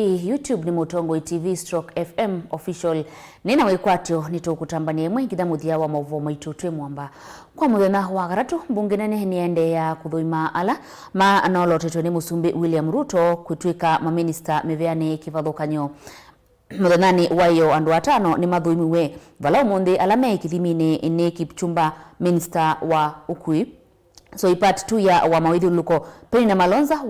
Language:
Kamba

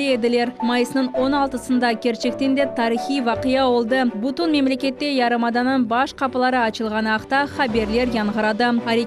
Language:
Crimean Tatar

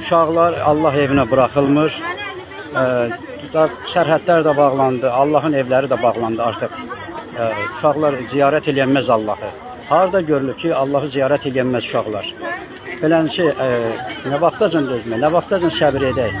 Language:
Azerbaijani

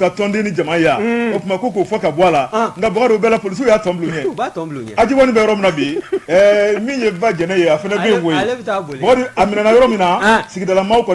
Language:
Bambara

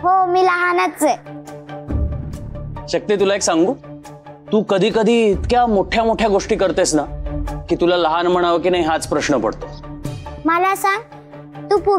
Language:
Marathi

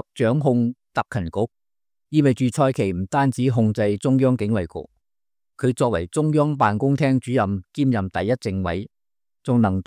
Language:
Cantonese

